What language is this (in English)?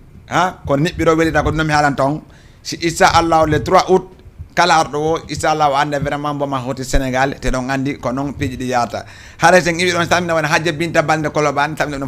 Fula